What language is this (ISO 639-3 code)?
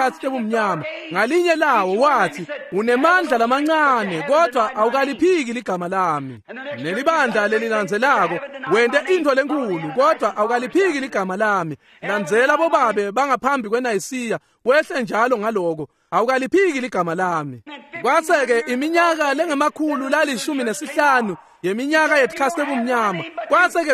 ssw